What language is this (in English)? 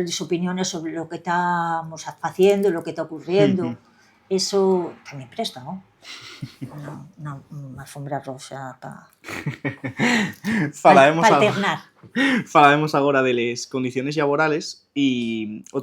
Asturian